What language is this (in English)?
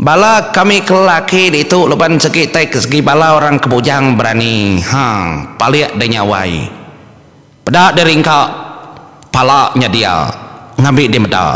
Iban